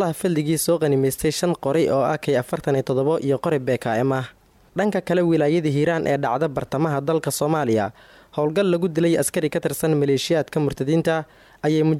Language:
Somali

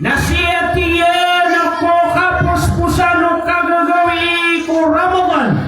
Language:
Maranao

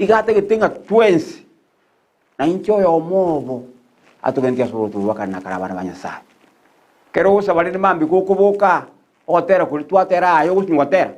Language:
Gusii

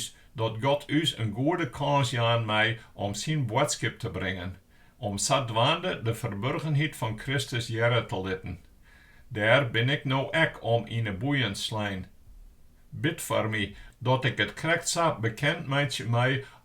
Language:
Western Frisian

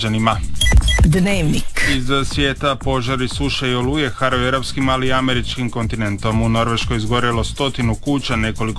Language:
Croatian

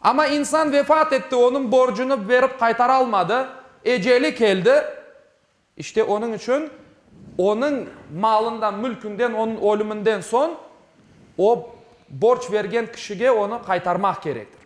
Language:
Crimean Tatar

